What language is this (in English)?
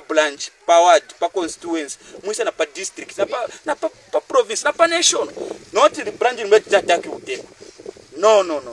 Bemba